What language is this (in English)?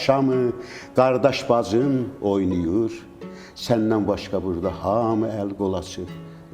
South Azerbaijani